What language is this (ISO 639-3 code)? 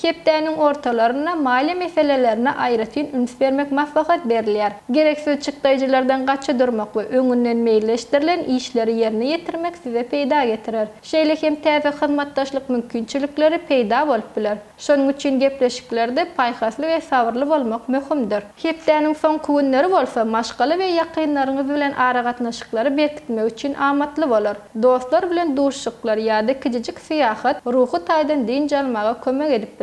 tuk